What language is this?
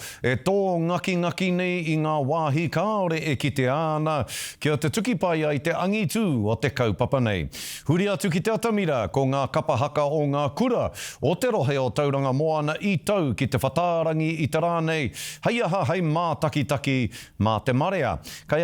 Māori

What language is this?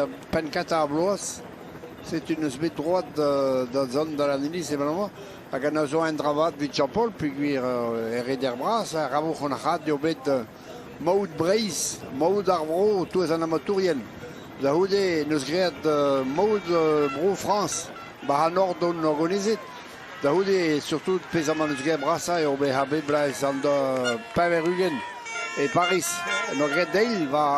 Breton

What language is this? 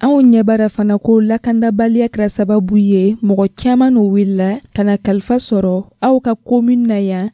Dyula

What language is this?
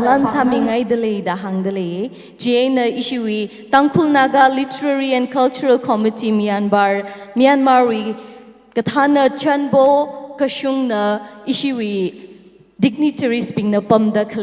Tangkhul Naga (India)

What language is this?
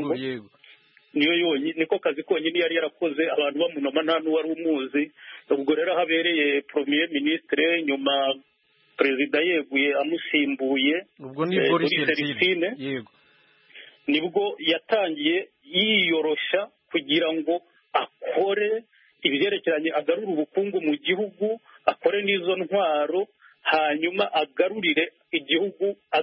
Kinyarwanda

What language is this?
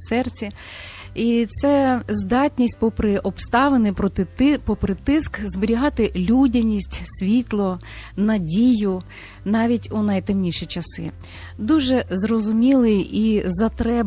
Ukrainian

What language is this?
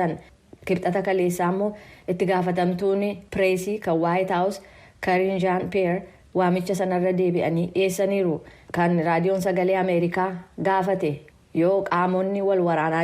Oromo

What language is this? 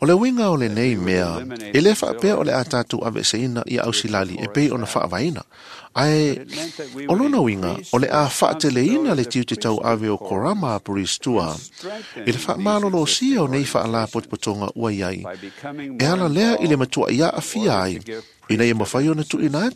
Samoan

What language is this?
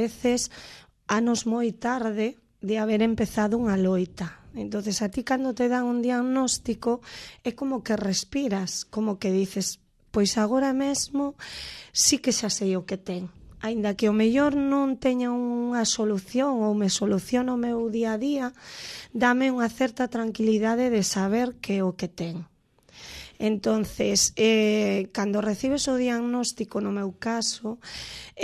Galician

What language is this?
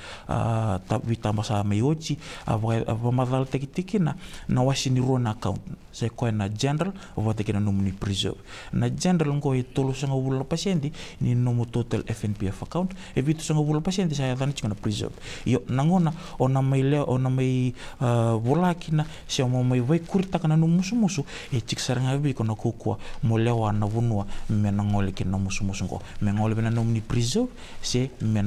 Fijian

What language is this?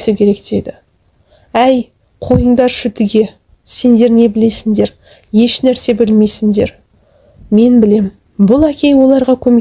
Kazakh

